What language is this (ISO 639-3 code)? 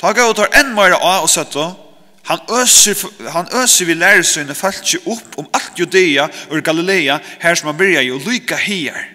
fao